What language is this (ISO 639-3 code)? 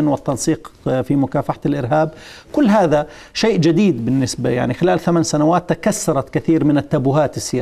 ara